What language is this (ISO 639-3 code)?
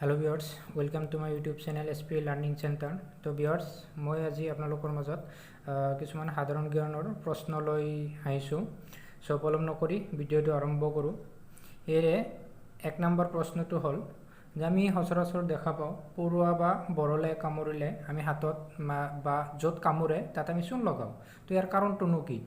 asm